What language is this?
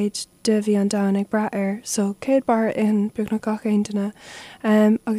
Irish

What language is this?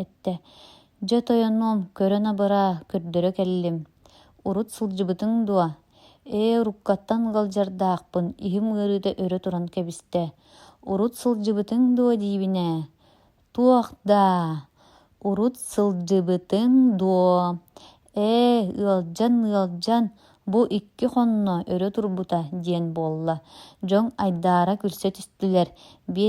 Yakut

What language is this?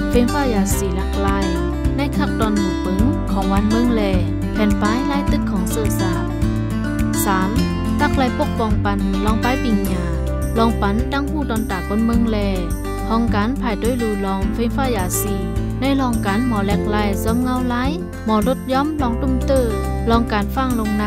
Shan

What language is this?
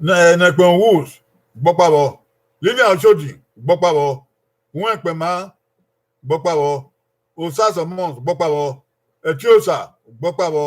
Bini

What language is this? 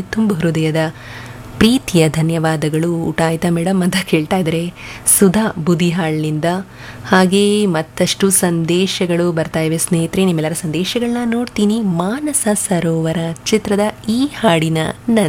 Kannada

